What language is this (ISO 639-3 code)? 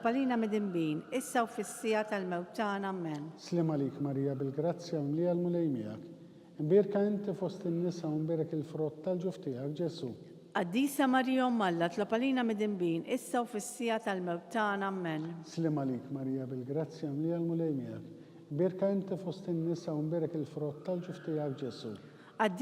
mlt